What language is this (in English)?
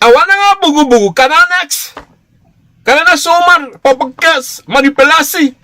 Sranan Tongo